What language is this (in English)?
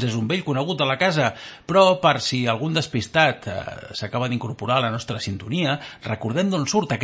Catalan